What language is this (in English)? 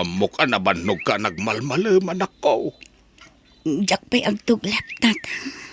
Iloko